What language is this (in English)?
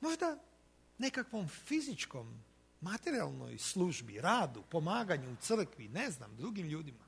Croatian